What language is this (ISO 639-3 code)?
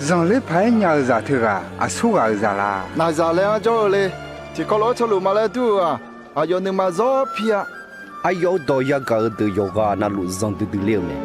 ahk